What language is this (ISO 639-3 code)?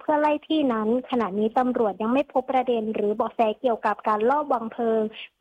tha